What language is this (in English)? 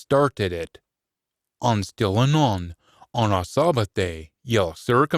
Scots